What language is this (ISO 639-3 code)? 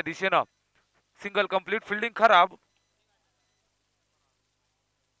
mar